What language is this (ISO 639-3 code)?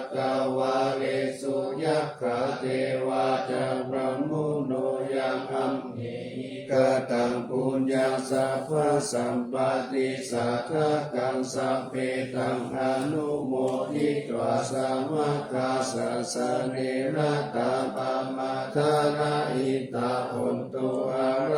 pli